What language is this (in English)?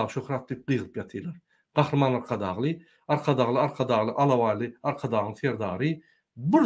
Turkmen